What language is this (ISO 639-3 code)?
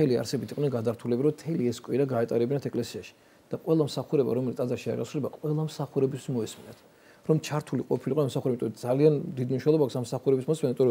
kat